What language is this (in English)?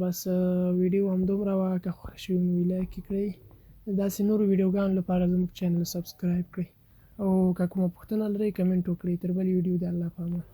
Pashto